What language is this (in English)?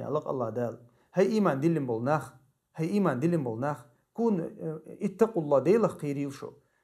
Chechen